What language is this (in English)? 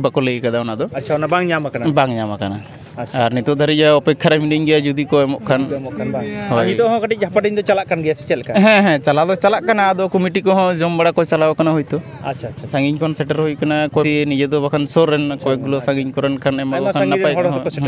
Santali